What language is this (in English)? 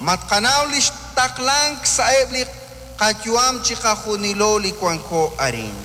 Kekchí